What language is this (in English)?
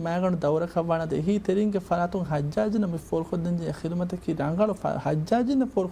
Divehi